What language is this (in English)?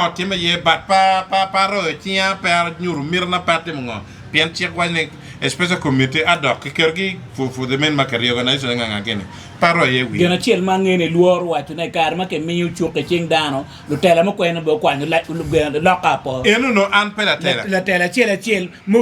Acoli